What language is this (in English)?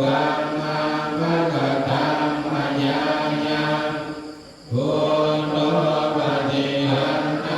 Pali